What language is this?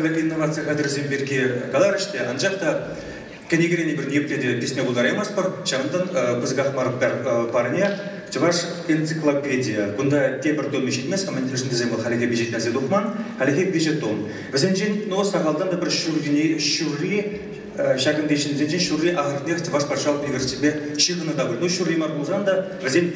Chuvash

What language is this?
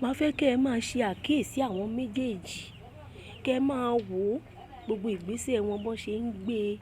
Yoruba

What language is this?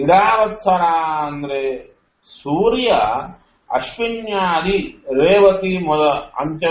Kannada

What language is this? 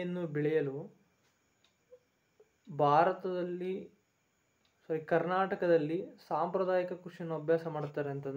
Kannada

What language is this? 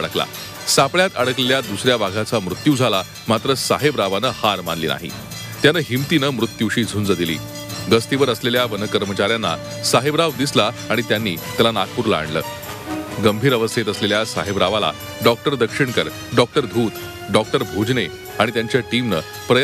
Marathi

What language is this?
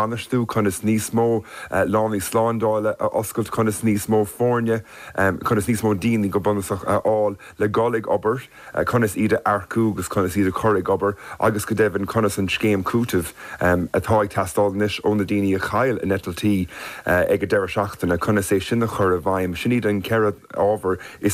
Irish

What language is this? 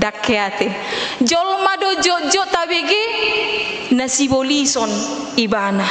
Batak Toba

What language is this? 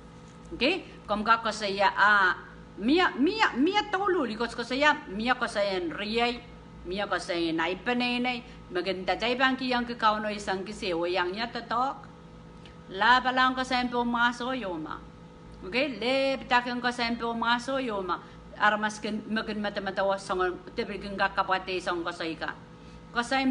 Pohnpeian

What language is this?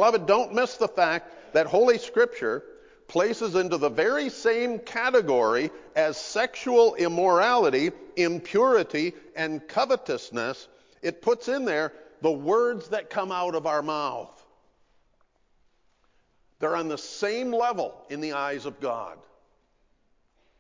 English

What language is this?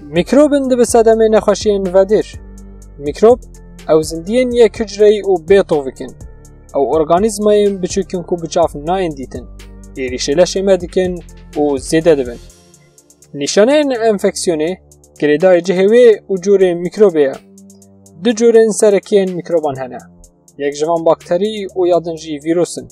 Kurdish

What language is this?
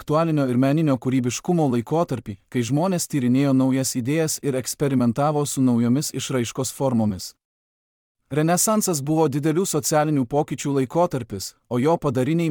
Lithuanian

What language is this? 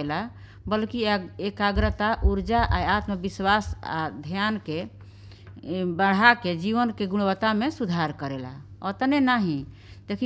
Bhojpuri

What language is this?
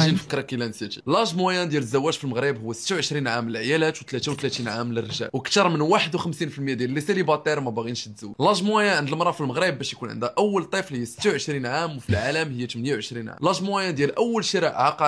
Moroccan Arabic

